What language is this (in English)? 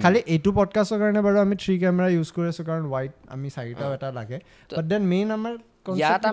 Assamese